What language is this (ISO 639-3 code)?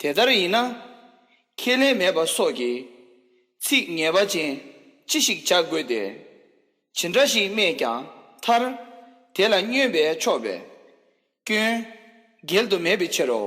bod